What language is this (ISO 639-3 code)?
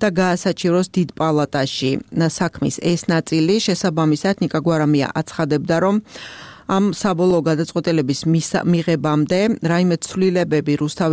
kat